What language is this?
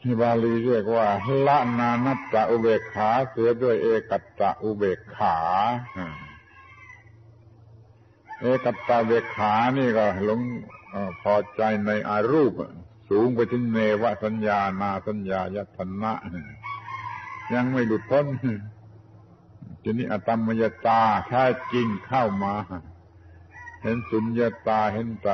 Thai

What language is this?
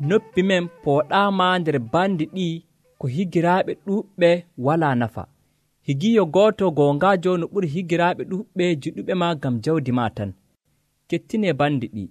Nigerian Fulfulde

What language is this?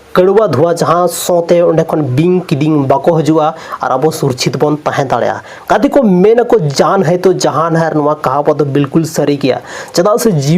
Santali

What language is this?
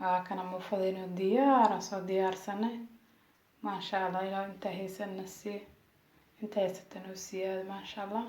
Somali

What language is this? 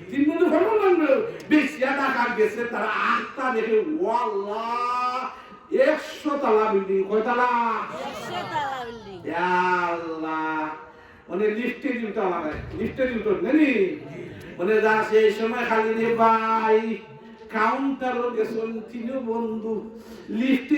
Sylheti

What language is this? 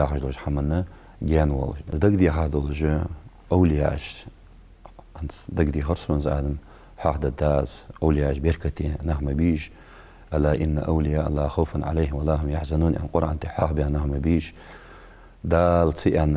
Ingush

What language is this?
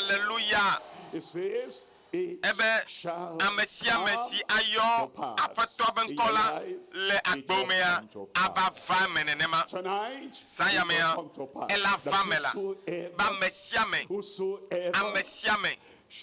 Ewe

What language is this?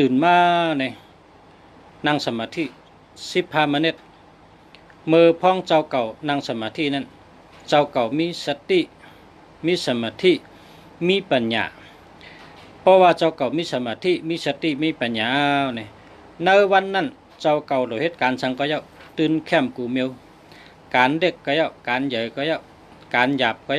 Shan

